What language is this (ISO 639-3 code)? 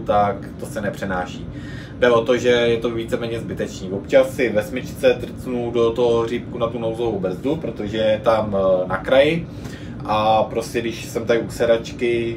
ces